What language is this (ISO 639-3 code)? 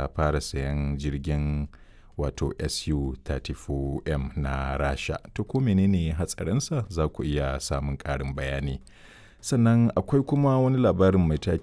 hau